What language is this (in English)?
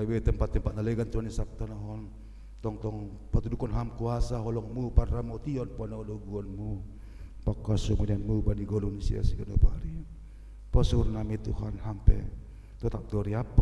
Batak Simalungun